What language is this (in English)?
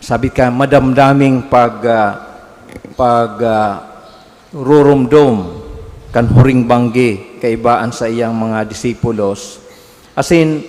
Bikol